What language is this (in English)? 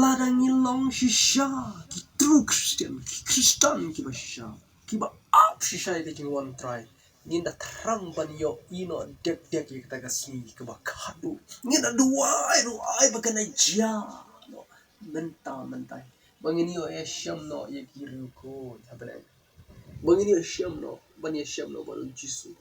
Khasi